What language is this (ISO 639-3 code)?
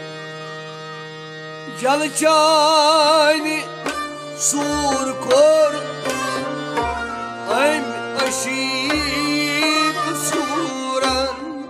kas